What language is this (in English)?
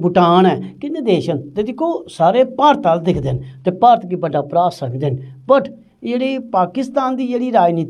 Dogri